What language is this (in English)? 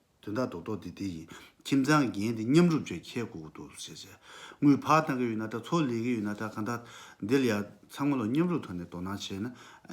Tibetan